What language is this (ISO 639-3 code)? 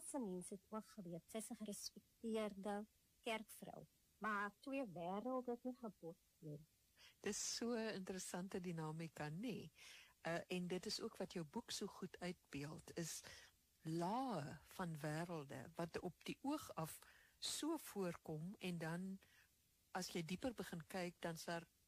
afr